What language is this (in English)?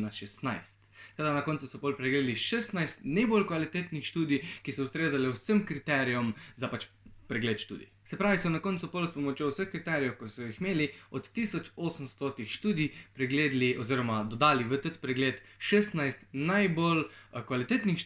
Slovenian